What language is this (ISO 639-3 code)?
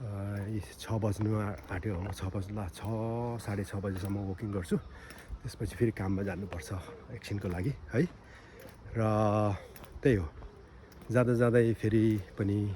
nep